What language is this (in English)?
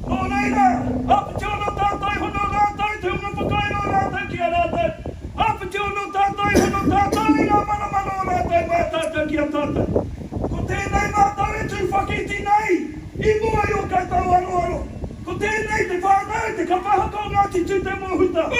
Māori